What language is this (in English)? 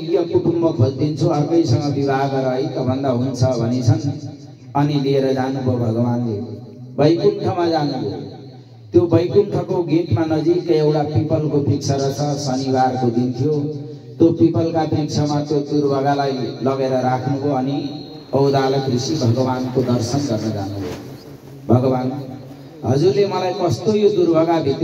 Nepali